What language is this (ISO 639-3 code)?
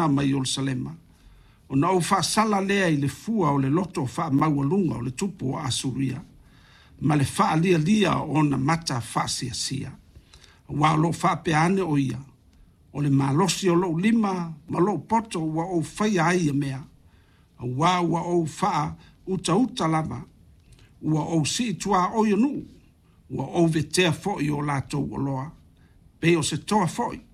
smo